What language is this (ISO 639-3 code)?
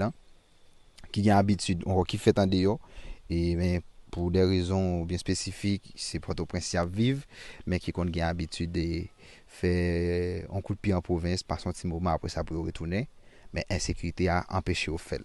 hat